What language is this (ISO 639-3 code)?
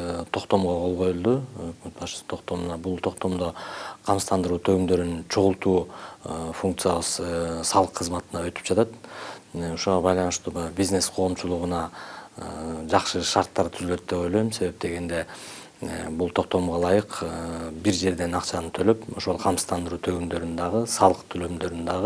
kir